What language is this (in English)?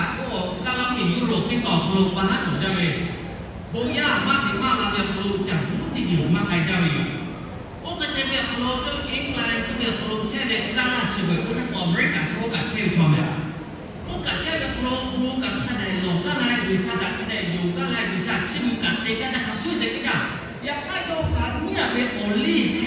Lahu